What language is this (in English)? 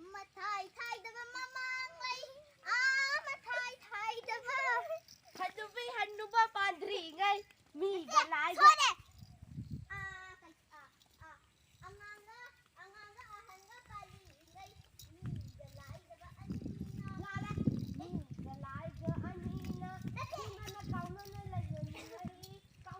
Manipuri